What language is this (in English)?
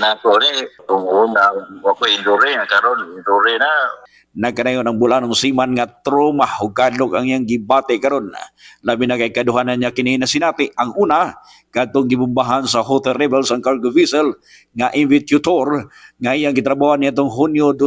Cebuano